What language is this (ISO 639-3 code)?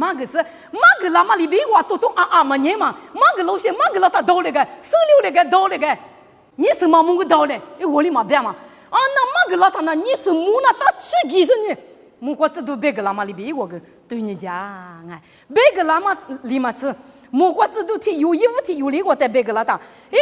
lis